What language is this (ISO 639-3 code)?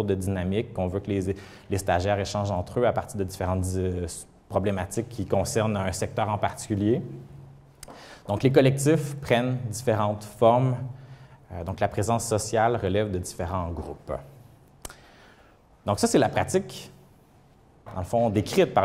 fra